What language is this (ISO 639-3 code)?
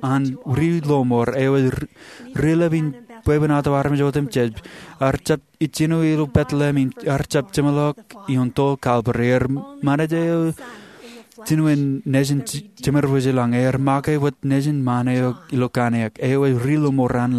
mah